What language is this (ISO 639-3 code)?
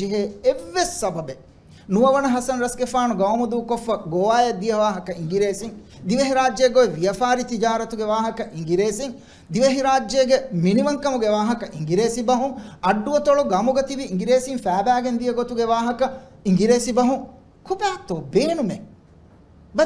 div